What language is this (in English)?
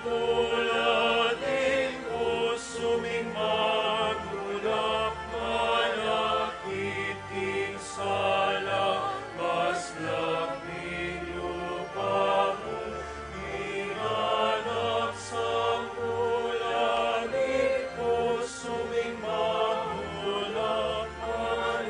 Pampanga